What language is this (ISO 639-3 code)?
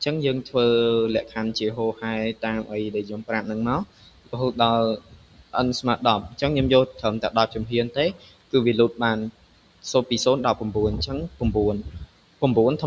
khm